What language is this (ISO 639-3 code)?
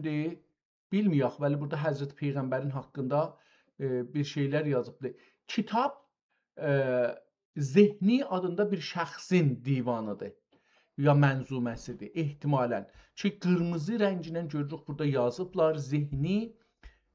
azb